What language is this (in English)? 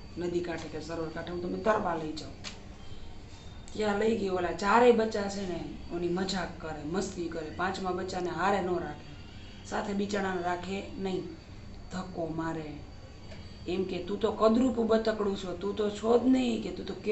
Gujarati